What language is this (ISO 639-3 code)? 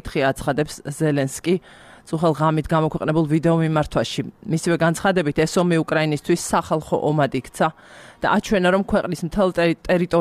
kat